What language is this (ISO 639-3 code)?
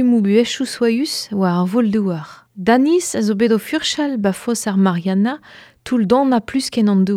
bre